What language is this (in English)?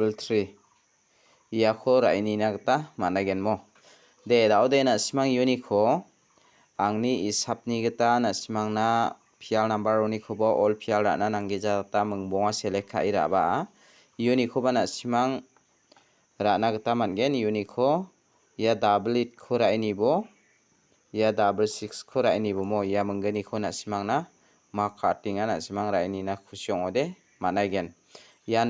Garo